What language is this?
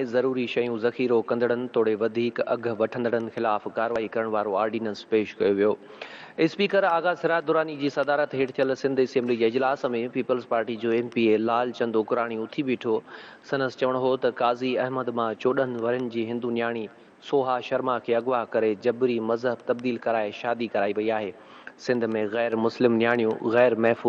Sindhi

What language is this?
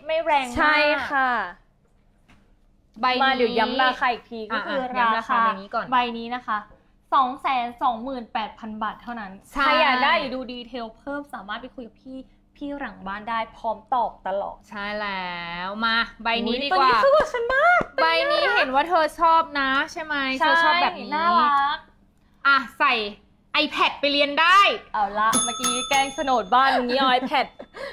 Thai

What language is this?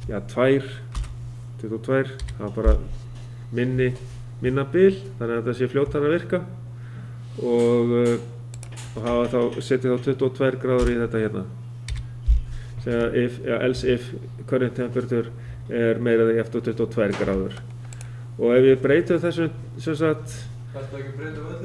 Icelandic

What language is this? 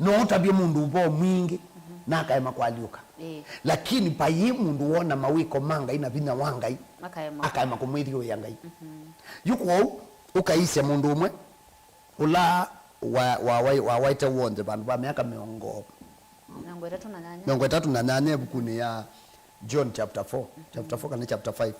Kamba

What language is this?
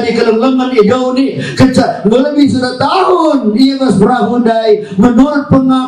Batak Karo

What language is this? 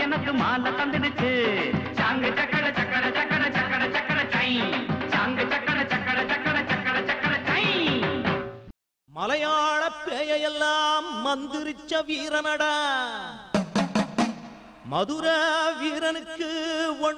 Tamil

